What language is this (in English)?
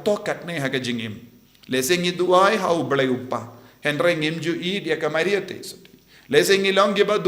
Khasi